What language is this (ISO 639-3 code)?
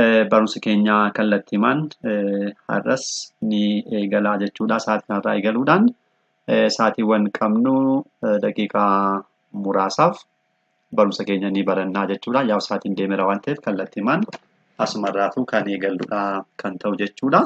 orm